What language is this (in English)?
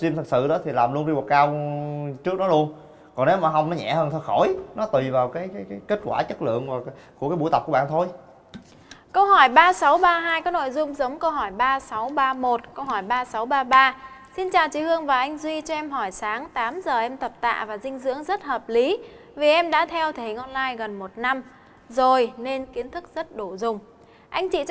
Vietnamese